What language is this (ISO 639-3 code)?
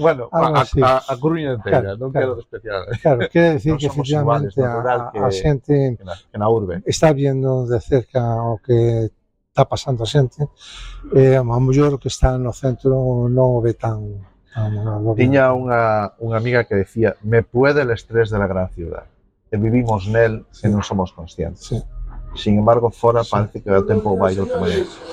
glg